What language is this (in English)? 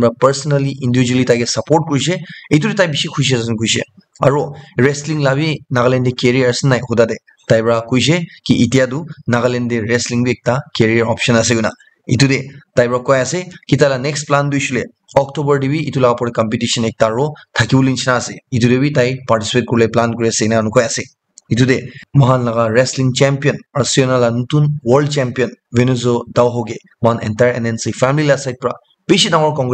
Naga Pidgin